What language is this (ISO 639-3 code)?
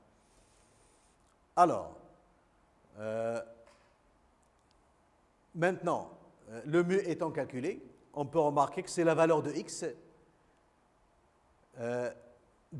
fra